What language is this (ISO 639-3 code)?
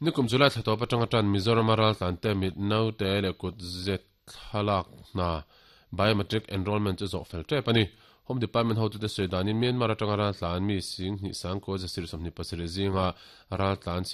lus